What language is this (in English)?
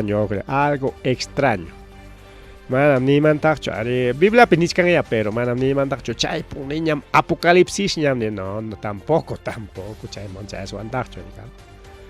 Ayacucho Quechua